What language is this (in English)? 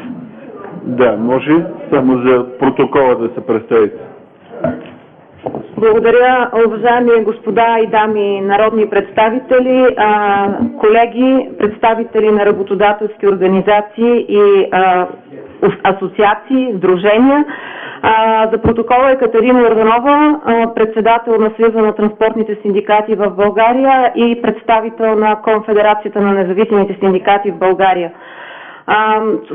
Bulgarian